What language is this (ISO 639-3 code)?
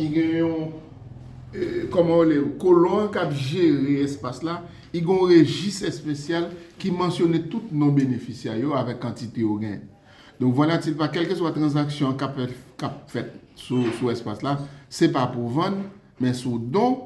hat